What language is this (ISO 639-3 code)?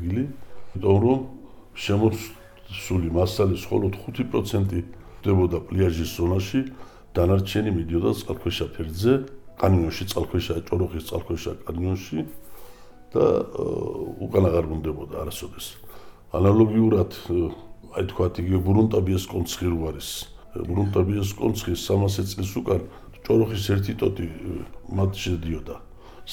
kat